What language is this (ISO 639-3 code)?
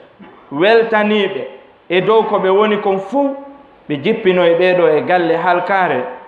ful